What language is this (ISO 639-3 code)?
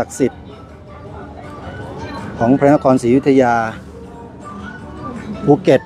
tha